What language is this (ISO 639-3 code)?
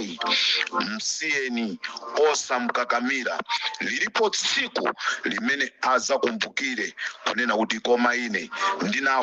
nya